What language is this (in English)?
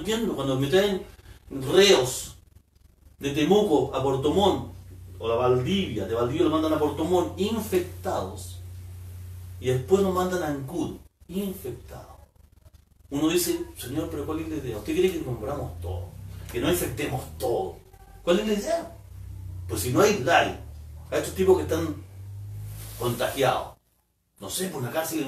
Spanish